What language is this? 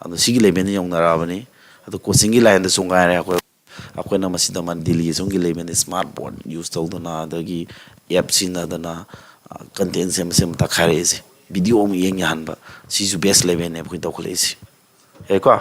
Manipuri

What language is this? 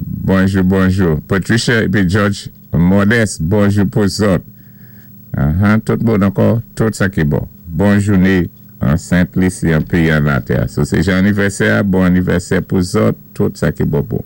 Saint Lucian Creole French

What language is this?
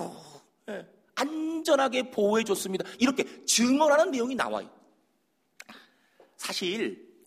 Korean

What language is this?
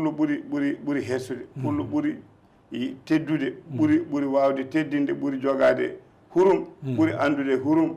Fula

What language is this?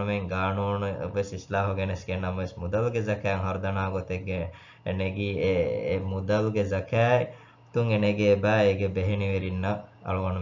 Divehi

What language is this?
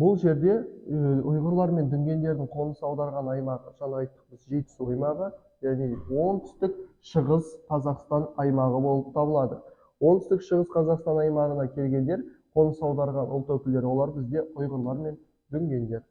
Kazakh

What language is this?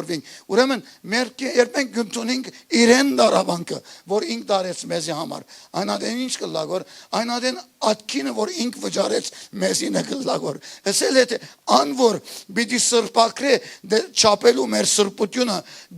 Western Armenian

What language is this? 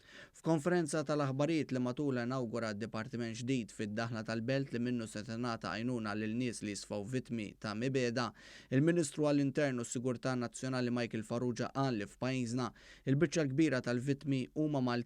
Maltese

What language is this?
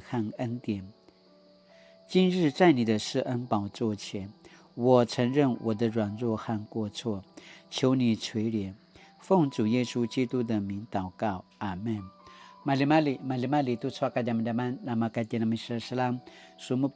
Paiwan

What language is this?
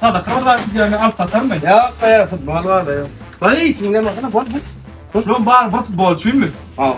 Turkmen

